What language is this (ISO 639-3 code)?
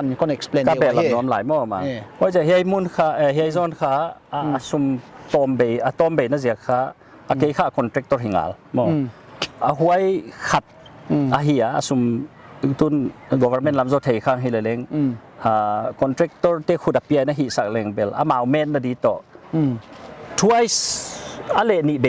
pck